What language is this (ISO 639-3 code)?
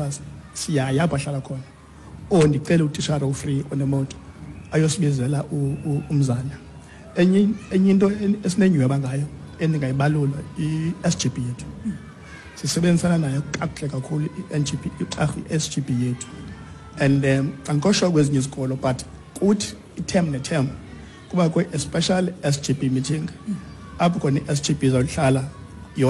xho